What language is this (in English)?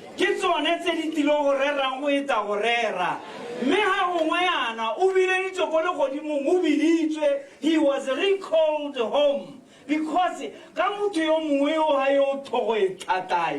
Tswana